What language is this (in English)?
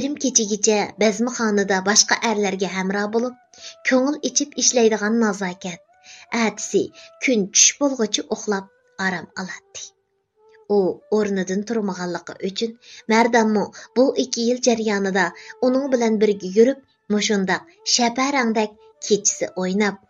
Uyghur